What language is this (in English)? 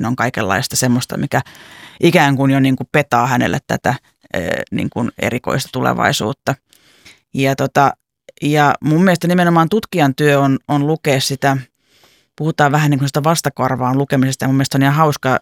Finnish